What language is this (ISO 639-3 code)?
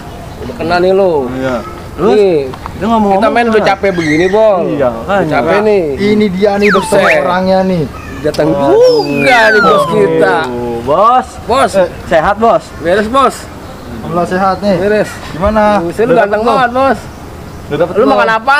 bew